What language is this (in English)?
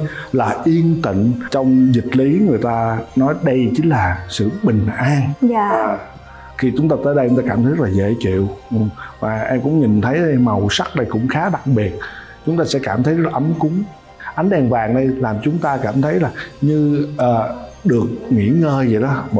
Vietnamese